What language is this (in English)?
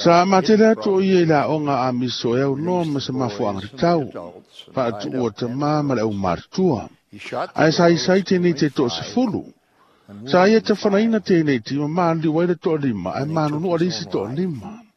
Samoan